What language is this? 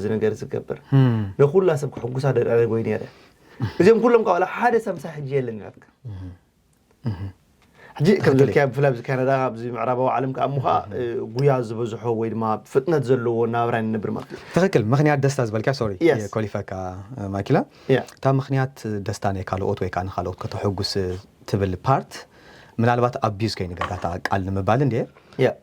Tigrinya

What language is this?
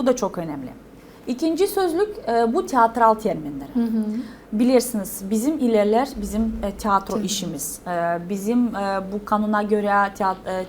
Gagauz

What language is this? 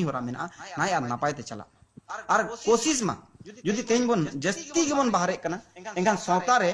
Santali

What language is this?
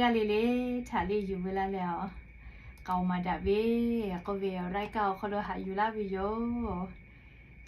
Lahu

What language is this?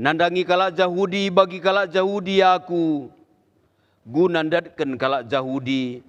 Batak Karo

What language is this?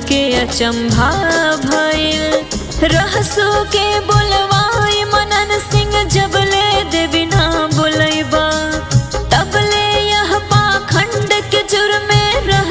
Bhojpuri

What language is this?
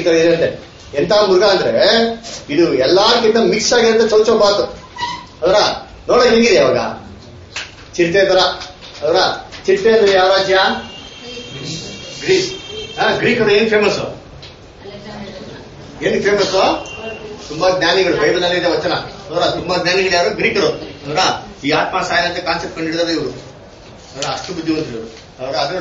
Kannada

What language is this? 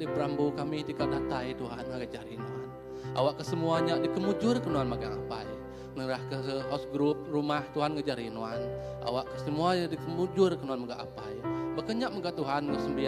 Iban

